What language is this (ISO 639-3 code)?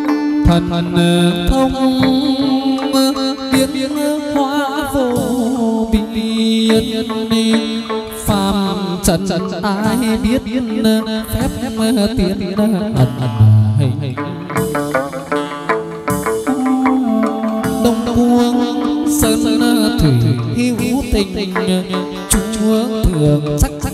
vie